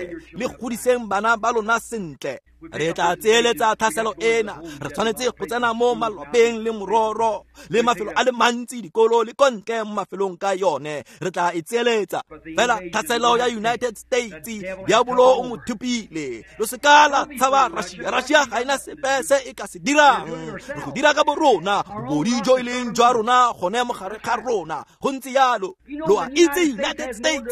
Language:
Tswana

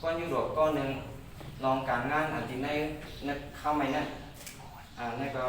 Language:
Shan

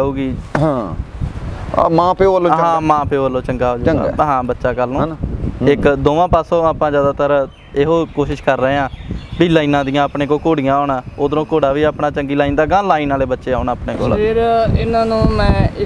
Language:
Punjabi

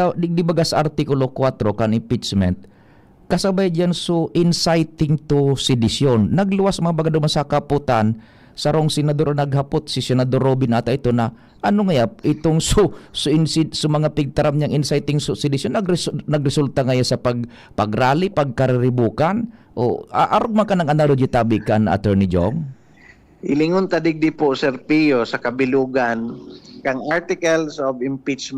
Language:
Bikol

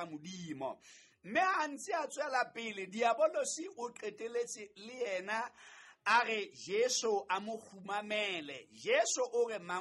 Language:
Southern Sotho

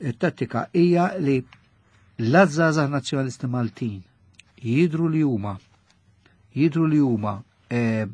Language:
Maltese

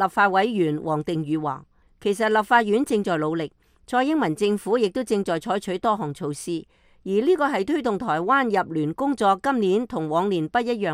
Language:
Cantonese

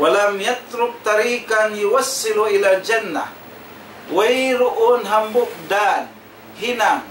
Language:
Tausug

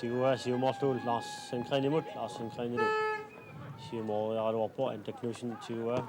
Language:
Kalaallisut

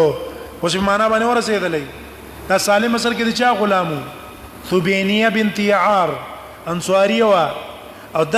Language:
Pashto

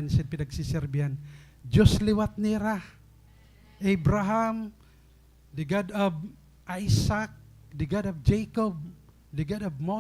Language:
Waray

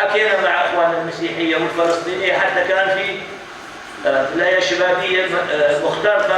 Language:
North Levantine Arabic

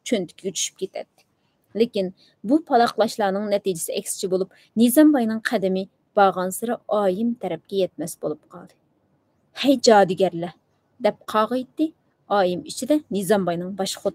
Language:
Uyghur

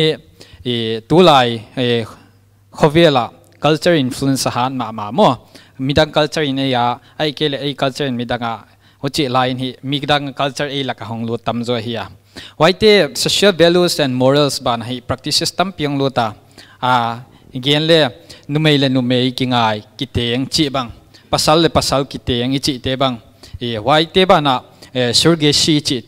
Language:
Paite Chin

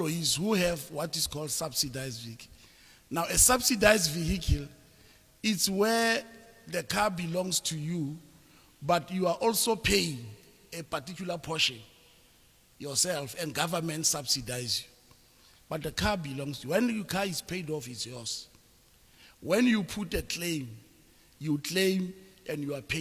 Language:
Tswana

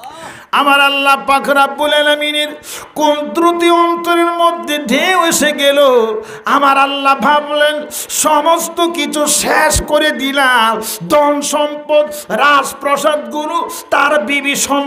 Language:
Bangla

